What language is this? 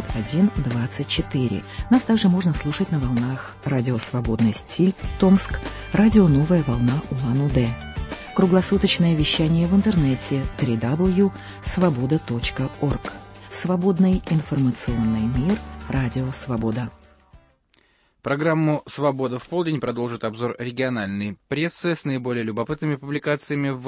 Russian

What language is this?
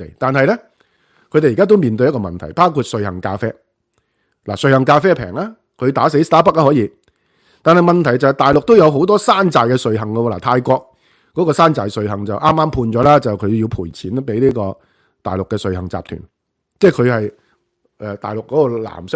Cantonese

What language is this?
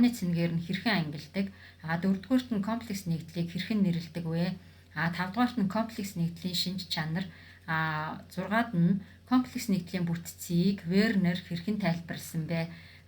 Mongolian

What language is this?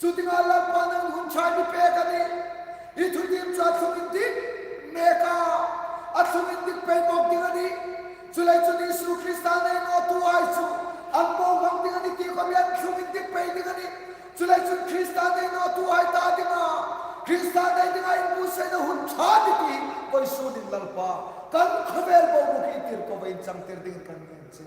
Hmar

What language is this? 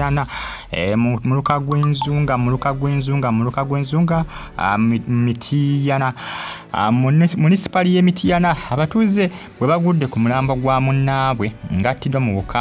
Ganda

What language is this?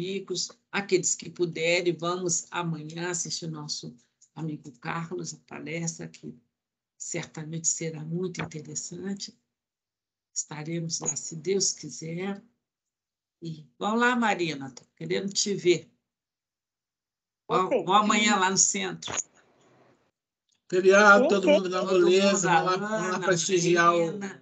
Portuguese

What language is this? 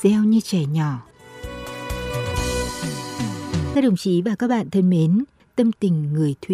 Vietnamese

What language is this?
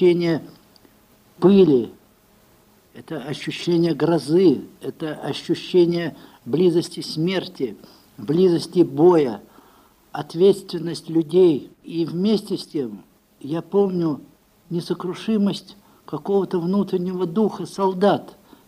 Russian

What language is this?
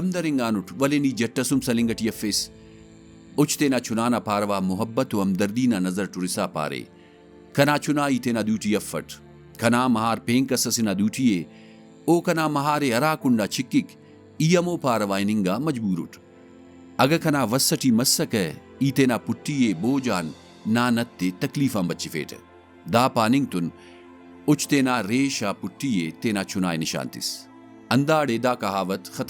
Brahui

